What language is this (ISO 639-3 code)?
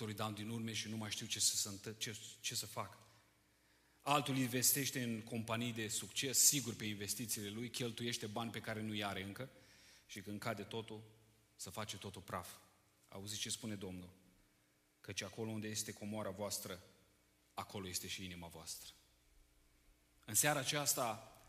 ron